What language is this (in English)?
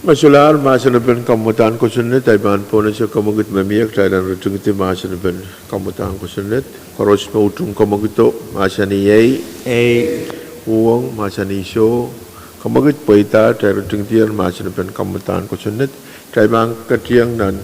Pohnpeian